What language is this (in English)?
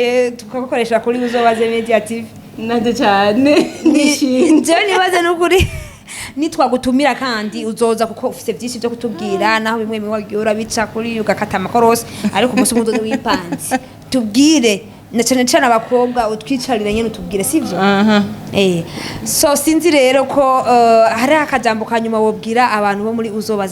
Rundi